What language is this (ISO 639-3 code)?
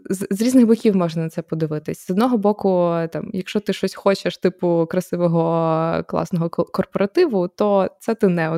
ukr